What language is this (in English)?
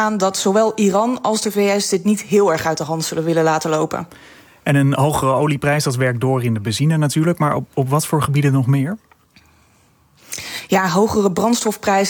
Dutch